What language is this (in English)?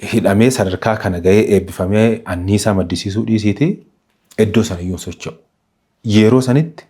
Oromo